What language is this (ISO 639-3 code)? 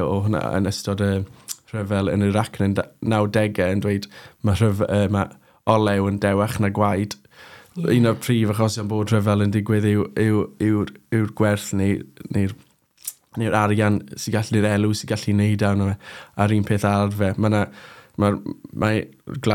cym